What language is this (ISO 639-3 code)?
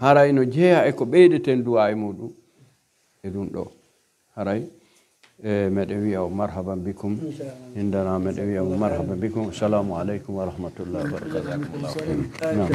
fuf